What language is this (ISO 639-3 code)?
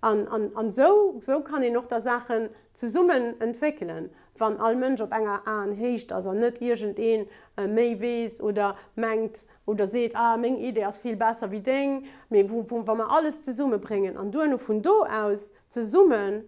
ltz